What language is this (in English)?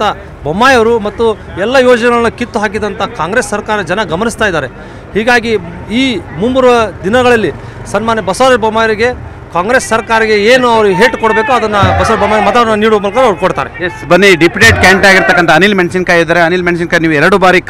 Kannada